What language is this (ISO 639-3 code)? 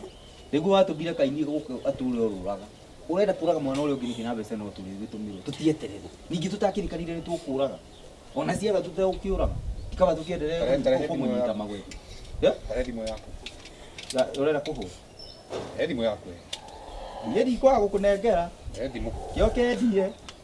kik